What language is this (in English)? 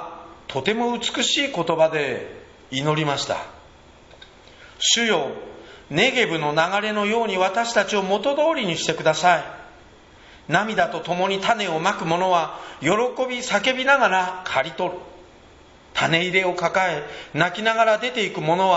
Japanese